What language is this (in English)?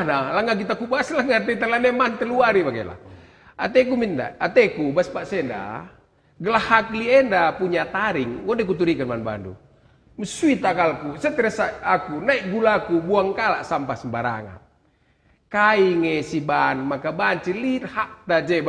Batak Karo